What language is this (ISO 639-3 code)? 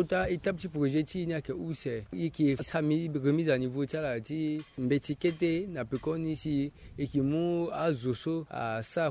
sag